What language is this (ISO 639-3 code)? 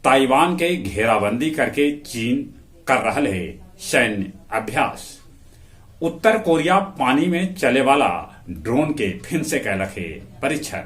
mag